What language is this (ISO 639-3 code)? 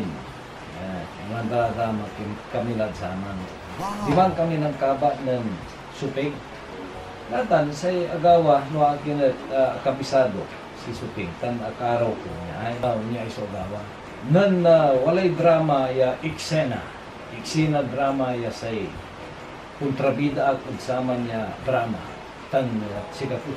pag